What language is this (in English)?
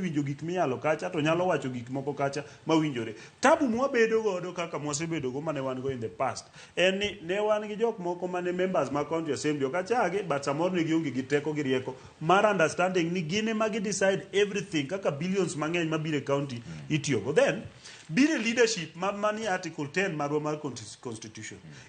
Luo (Kenya and Tanzania)